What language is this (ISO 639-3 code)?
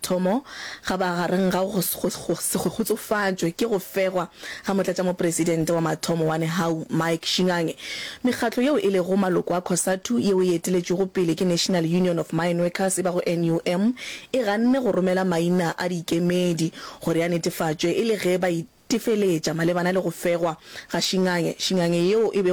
nso